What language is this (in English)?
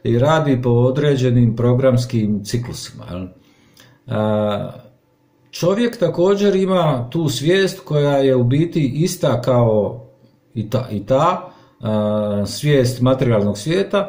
Croatian